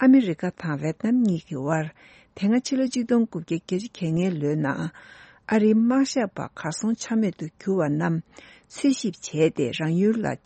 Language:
Tibetan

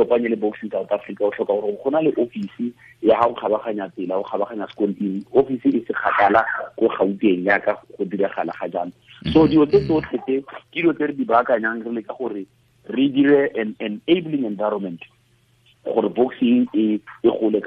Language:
Tswana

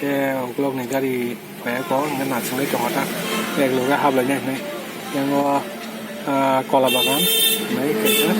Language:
Kok Borok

